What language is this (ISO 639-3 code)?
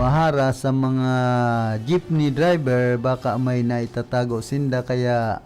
bik